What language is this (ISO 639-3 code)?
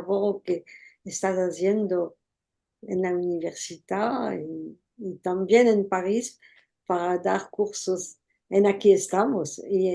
lad